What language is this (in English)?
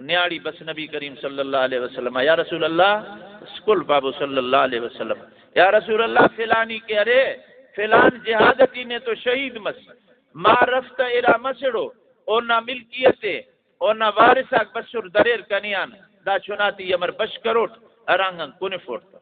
Brahui